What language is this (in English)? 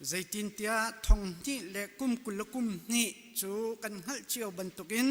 Hakha Chin